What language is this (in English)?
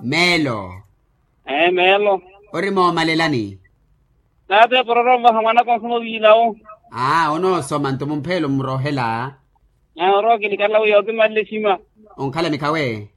Makhuwa